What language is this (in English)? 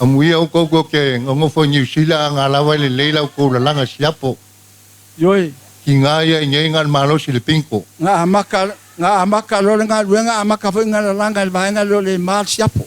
Samoan